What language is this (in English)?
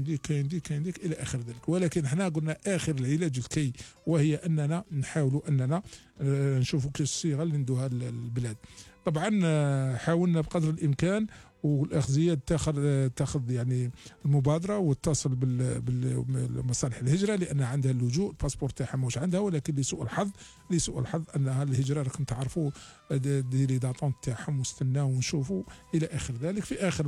Algerian Arabic